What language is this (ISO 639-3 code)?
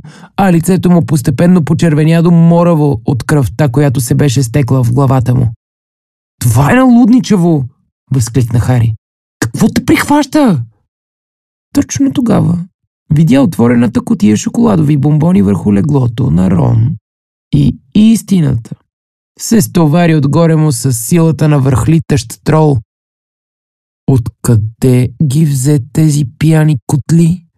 bul